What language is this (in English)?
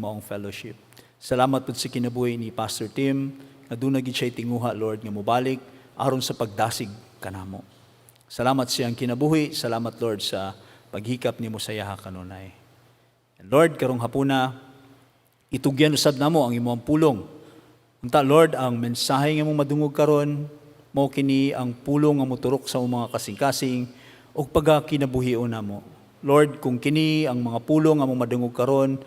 Cebuano